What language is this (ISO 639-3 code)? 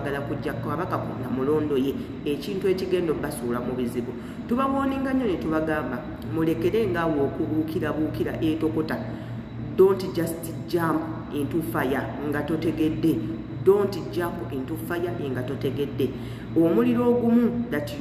lug